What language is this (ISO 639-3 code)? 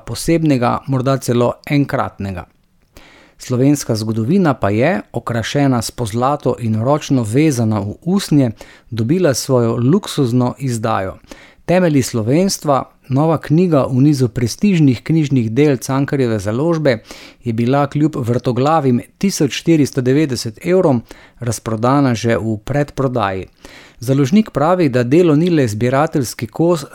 slv